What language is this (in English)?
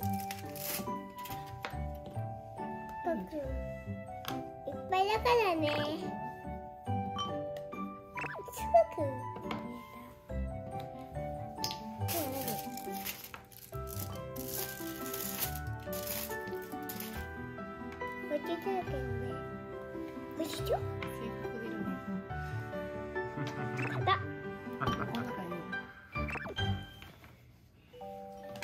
Japanese